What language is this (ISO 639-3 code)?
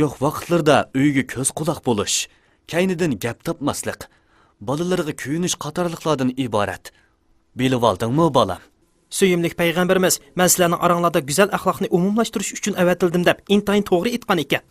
uig